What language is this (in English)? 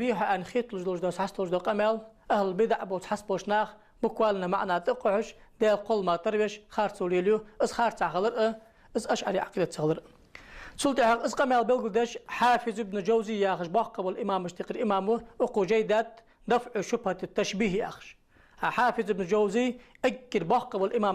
Ingush